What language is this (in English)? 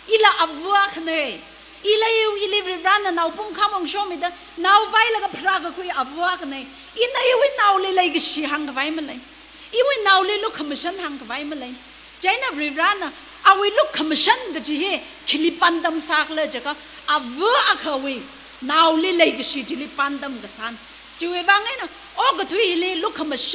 Tangkhul Naga (India)